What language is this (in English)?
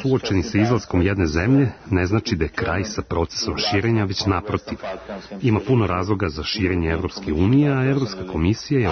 Serbian